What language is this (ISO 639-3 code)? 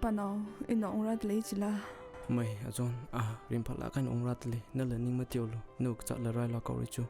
nmf